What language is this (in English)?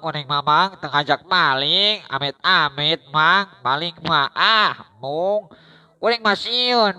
Sundanese